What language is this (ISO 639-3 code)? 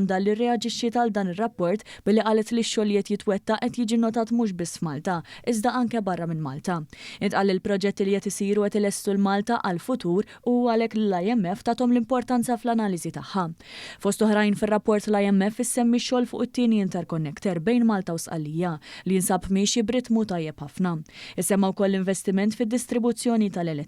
mlt